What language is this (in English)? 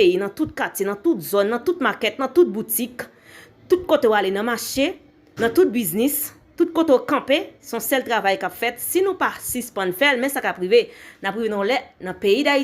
Haitian Creole